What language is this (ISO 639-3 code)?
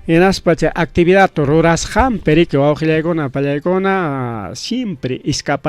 quy